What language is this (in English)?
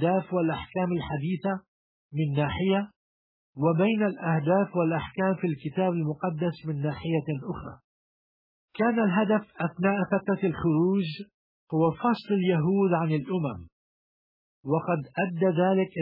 Arabic